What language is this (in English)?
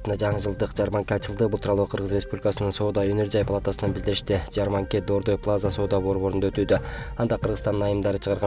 Kyrgyz